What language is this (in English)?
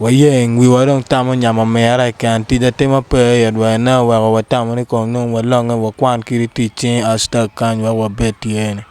Acoli